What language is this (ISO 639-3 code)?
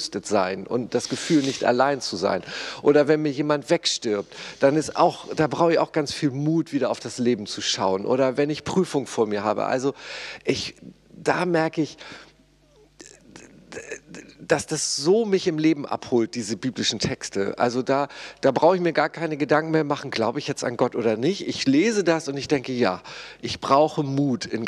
deu